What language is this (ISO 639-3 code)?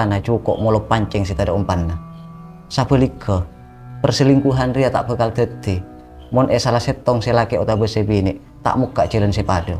mad